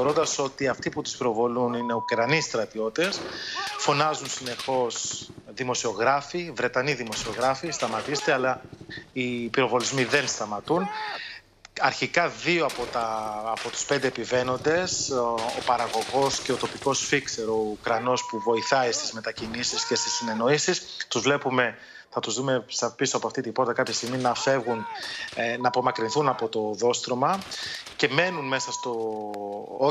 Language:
Greek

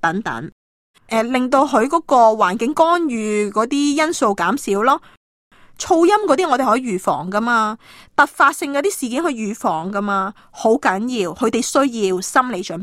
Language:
Cantonese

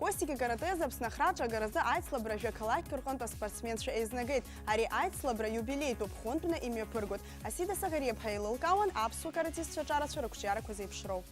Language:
Abkhazian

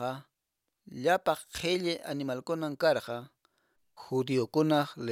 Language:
Quechua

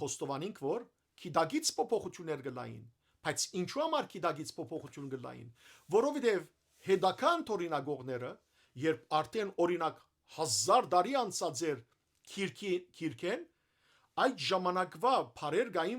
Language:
Western Armenian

